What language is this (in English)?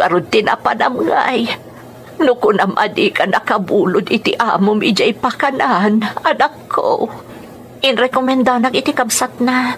Iloko